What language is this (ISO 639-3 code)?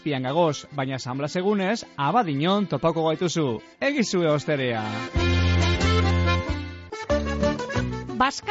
eus